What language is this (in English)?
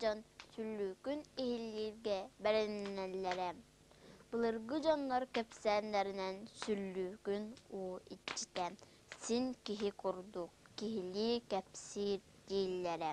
Yakut